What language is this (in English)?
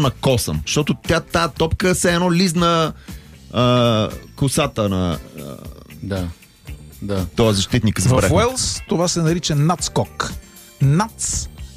Bulgarian